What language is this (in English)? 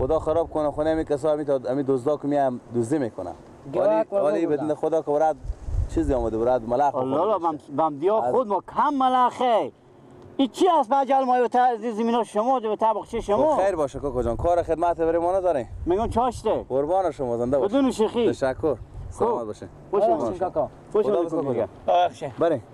Persian